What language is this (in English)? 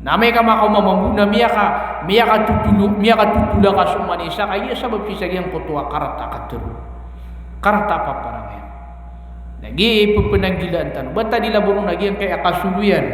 Maranao